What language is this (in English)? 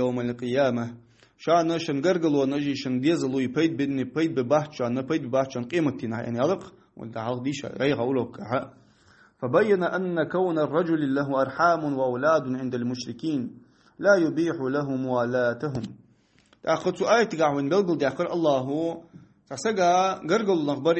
Ingush